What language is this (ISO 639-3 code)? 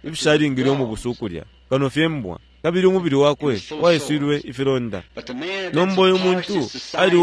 bem